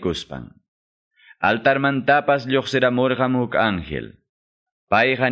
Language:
Quechua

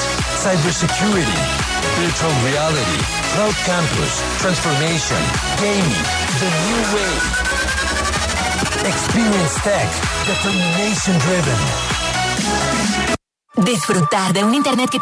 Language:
Spanish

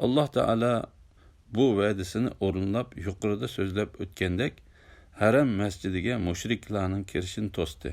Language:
Uyghur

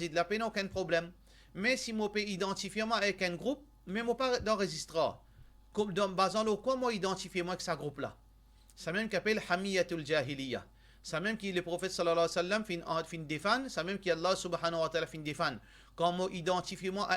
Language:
Morisyen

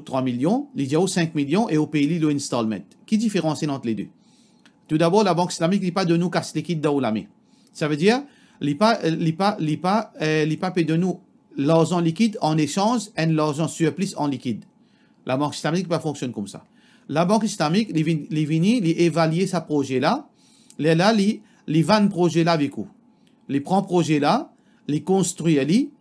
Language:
Morisyen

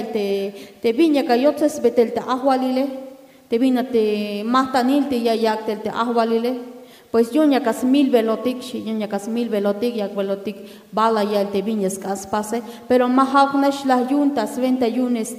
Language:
Tzeltal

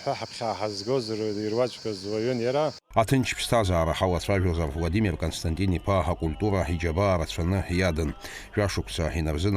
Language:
Abkhazian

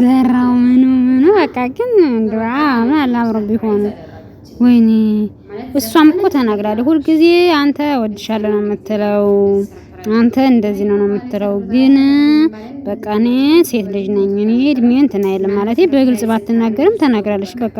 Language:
Amharic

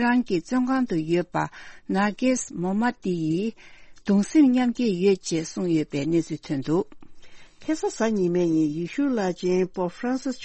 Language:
Tibetan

